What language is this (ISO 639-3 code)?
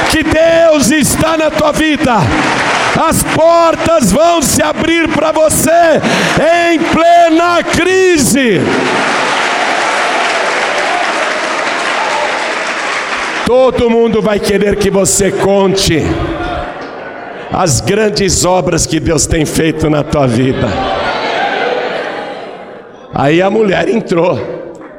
por